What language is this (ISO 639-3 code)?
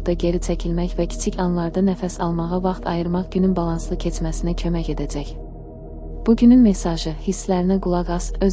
aze